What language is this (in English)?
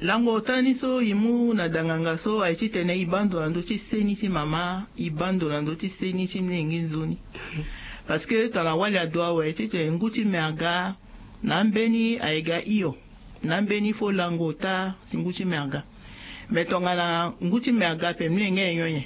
Sango